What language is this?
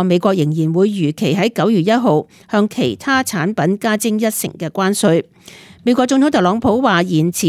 Cantonese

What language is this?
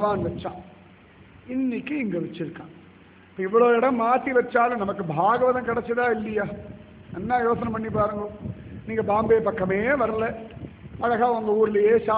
Tamil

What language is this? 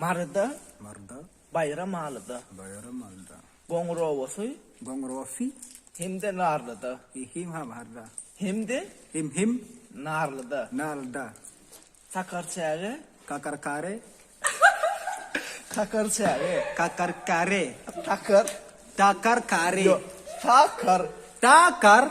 Turkmen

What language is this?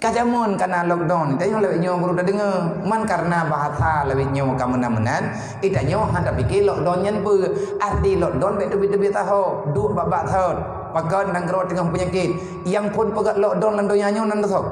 Achinese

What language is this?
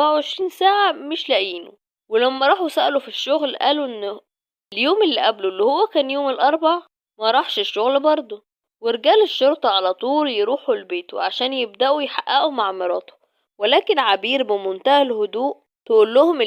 Egyptian Arabic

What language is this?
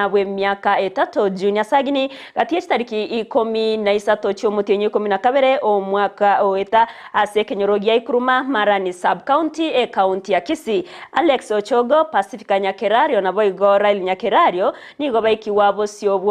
Gusii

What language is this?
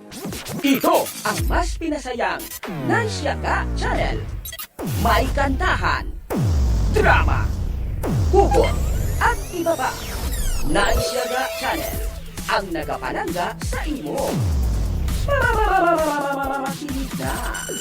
Hiligaynon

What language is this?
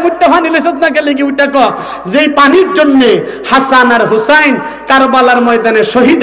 Sylheti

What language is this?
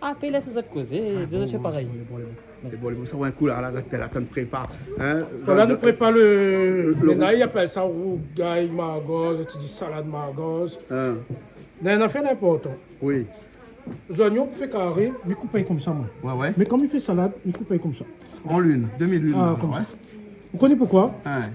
Réunion Creole French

